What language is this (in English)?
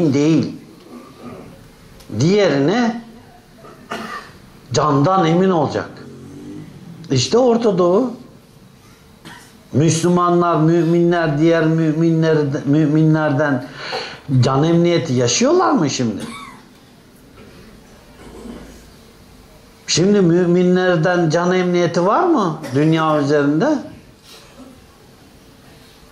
Turkish